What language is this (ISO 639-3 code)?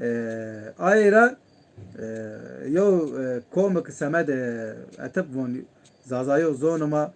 zza